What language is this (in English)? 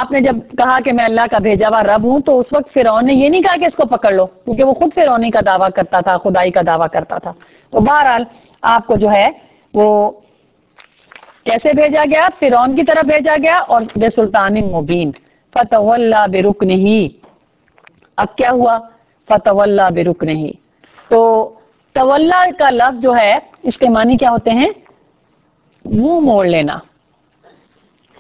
Urdu